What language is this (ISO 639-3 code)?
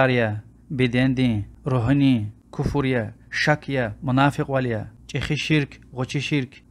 lez